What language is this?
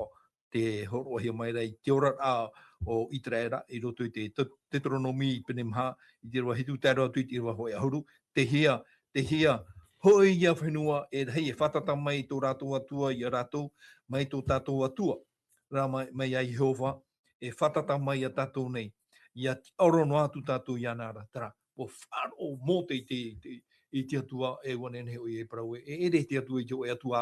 Tahitian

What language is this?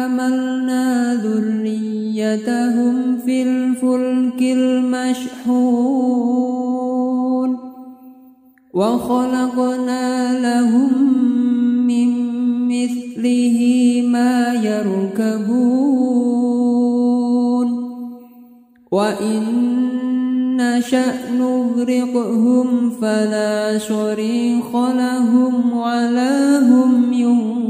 Arabic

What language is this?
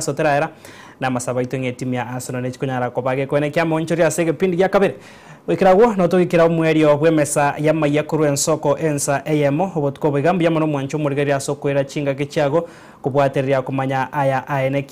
Gusii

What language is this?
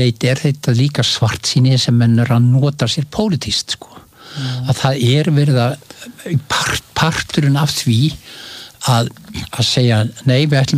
Icelandic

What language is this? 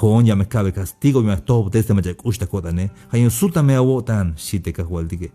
Tzeltal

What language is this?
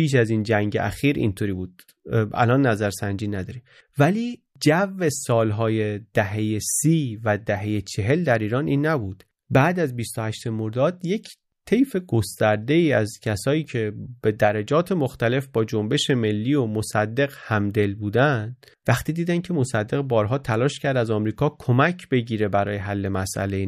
Persian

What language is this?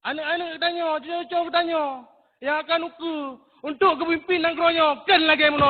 Achinese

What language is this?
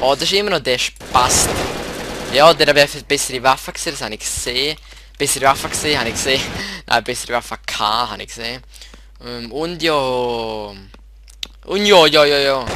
Swiss German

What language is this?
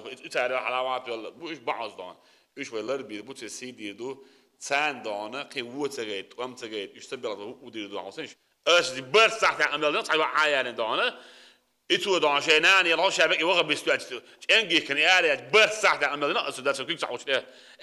Chechen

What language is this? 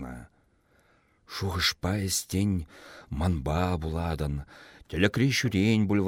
Chuvash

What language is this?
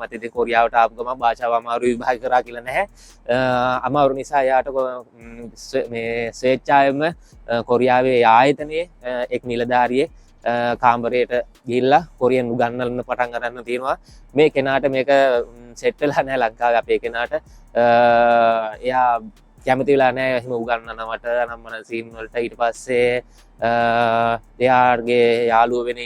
Sinhala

